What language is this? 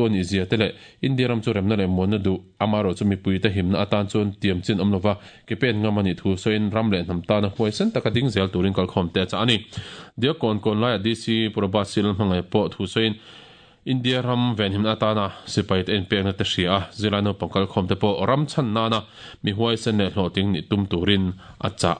Mizo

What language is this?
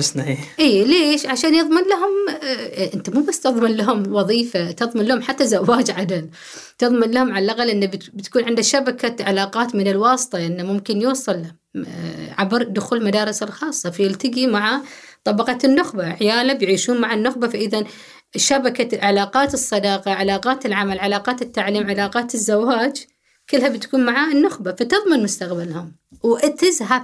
Gulf Arabic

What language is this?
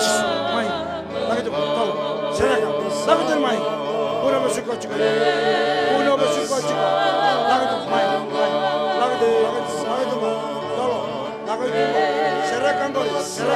Fijian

